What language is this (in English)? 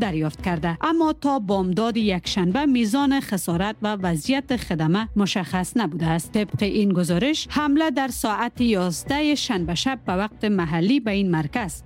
Persian